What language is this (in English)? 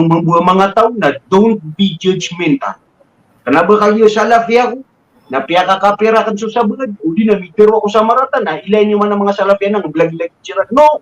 Maranao